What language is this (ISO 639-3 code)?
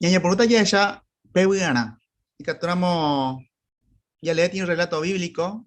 grn